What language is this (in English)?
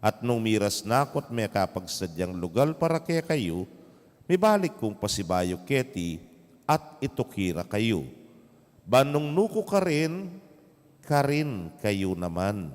Pampanga